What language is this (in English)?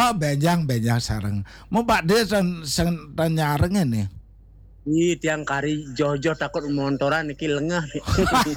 Balinese